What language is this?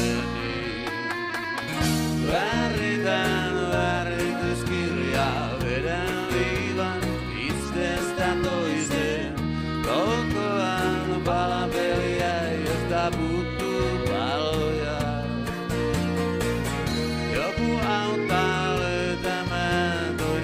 Finnish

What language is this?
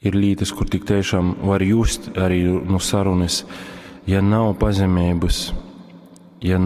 Latgalian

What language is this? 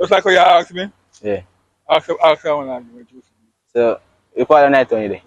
Jamaican Creole English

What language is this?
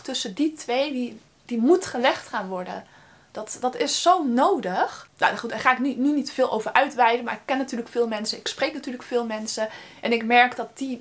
Dutch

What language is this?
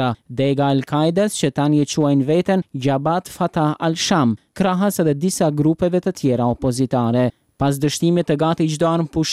Albanian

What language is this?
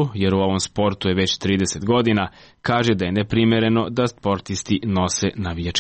Serbian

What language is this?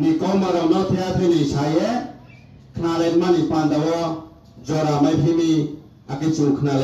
Riang (India)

